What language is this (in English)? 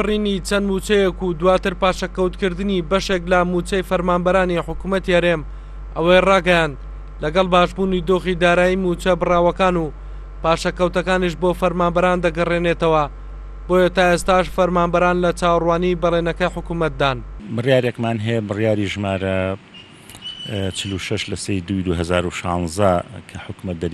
Central Kurdish